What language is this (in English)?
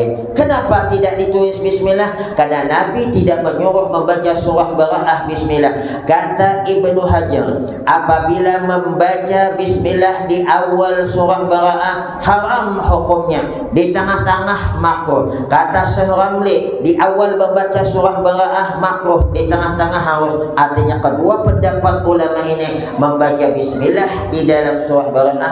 Banjar